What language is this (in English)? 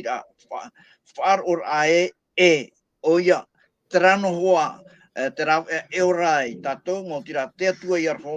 Tahitian